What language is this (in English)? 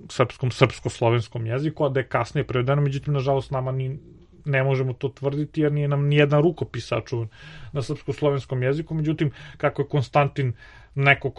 Serbian